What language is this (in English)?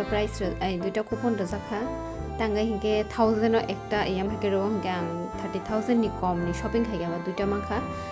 Kok Borok